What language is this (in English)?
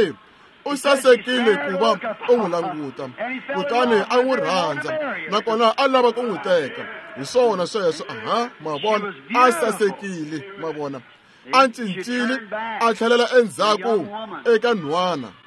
Tsonga